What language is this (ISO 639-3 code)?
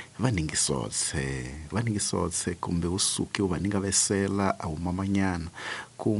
tso